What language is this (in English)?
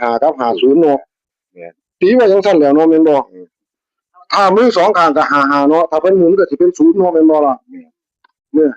Northeastern Thai